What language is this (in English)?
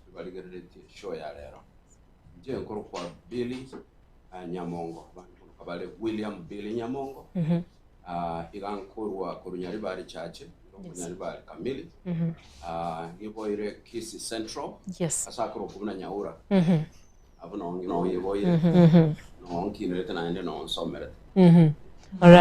Gusii